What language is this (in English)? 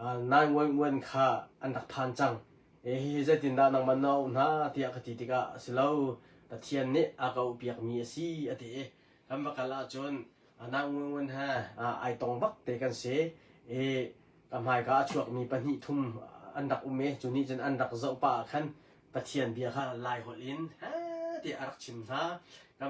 Hakha Chin